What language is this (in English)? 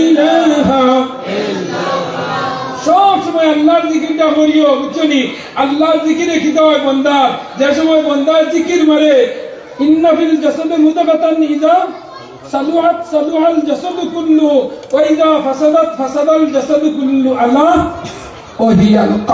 Sylheti